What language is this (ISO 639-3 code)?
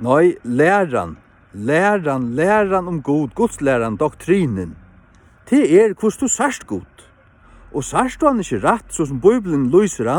fao